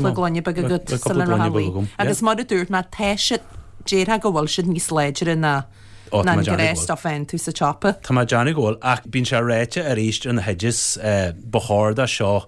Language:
Irish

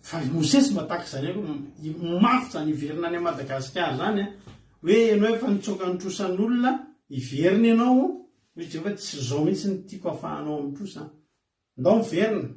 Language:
Malagasy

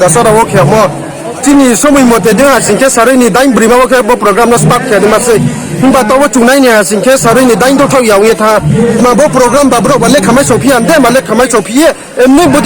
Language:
Riang (India)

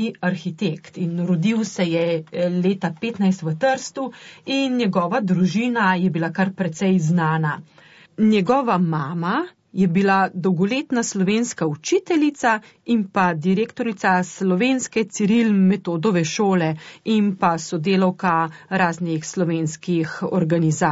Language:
Slovenian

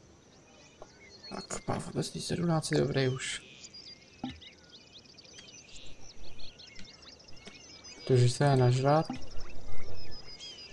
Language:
Czech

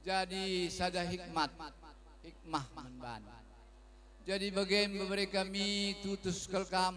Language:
Batak Karo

